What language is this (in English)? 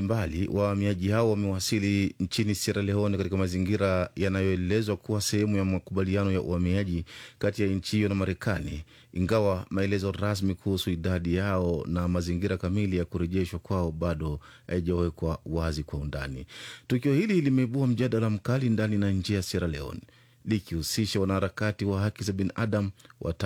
Swahili